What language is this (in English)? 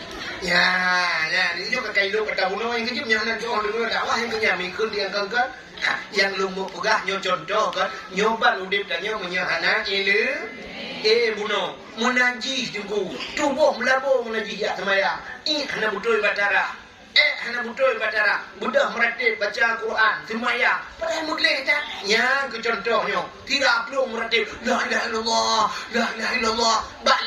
Achinese